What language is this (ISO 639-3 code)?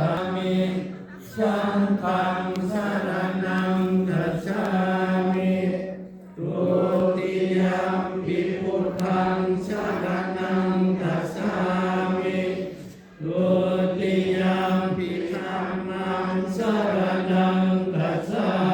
pli